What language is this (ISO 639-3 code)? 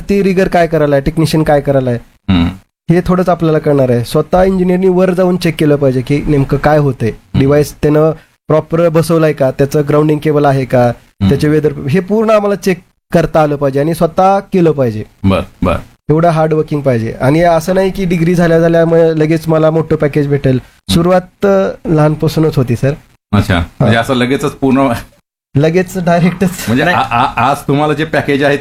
mar